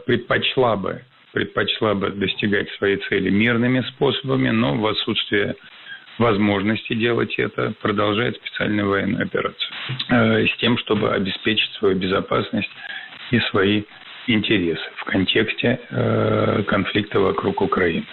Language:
Russian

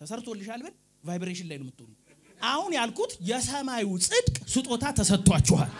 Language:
Amharic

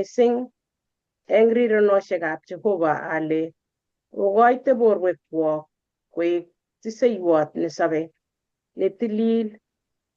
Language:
Kalenjin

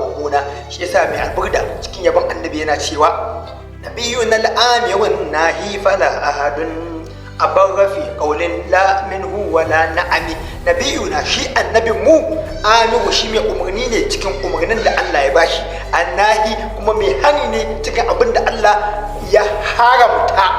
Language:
Hausa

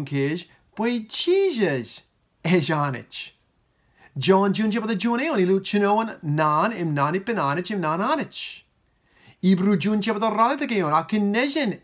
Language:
Marshallese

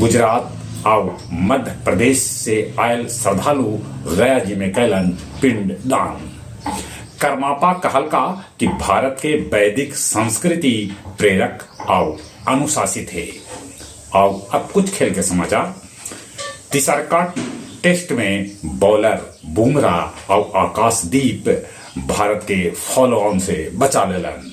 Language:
Magahi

